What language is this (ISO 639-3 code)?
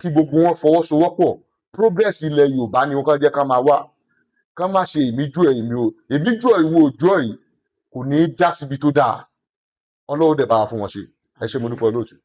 yor